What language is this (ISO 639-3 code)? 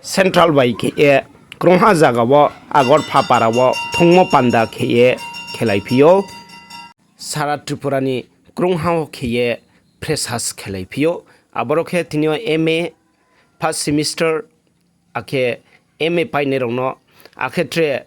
ria